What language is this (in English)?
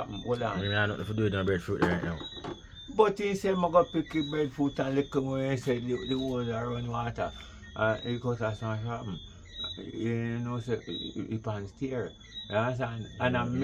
Jamaican Creole English